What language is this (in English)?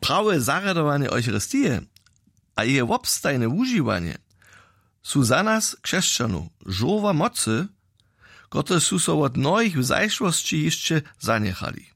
Upper Sorbian